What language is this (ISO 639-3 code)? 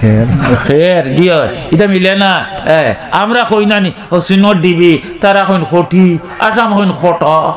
syl